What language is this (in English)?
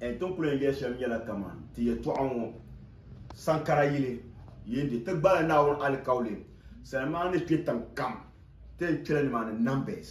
Dagbani